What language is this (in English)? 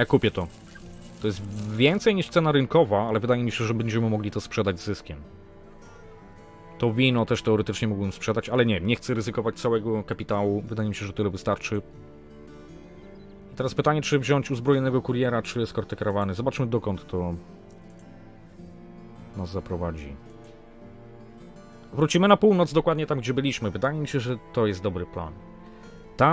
Polish